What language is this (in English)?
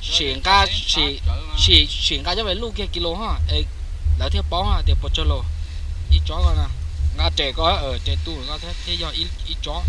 Hmong